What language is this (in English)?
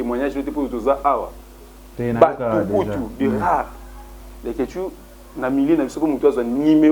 Lingala